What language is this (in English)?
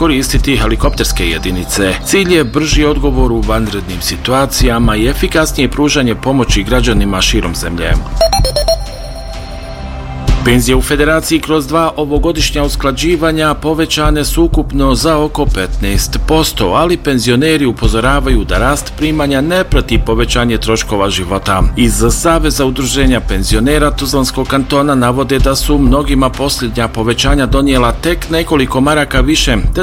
Bosnian